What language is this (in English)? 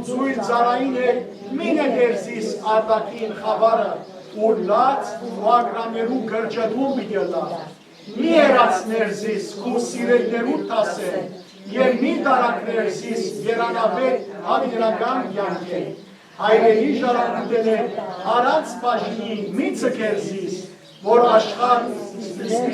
Western Armenian